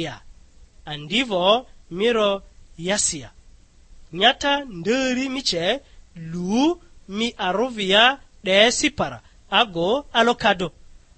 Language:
Lugbara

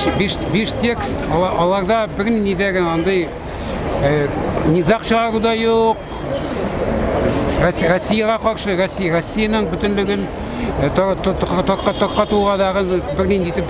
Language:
Tatar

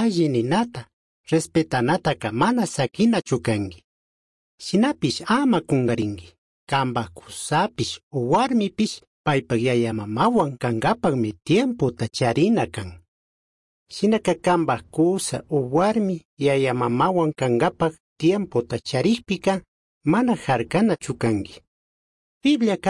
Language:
Chimborazo Highland Quichua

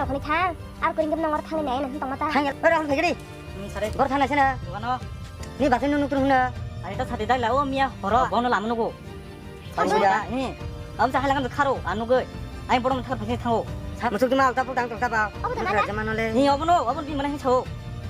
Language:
Kok Borok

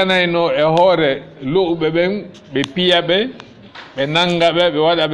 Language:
Fula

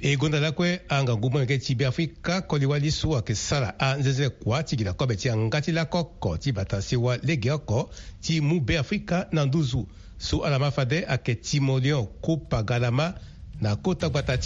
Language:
Sango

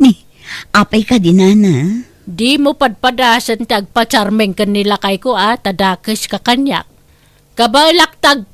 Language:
Iloko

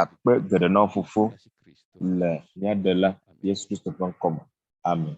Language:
Ewe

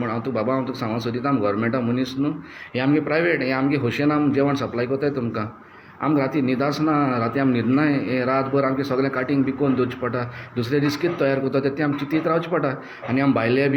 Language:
Konkani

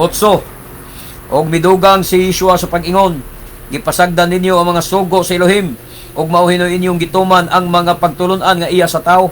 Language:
Cebuano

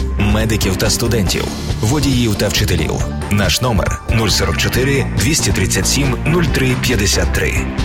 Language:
Ukrainian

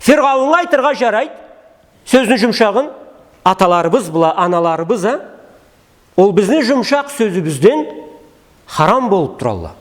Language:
Karachay-Balkar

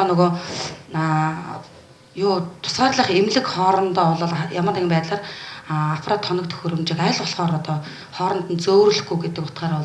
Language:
Mongolian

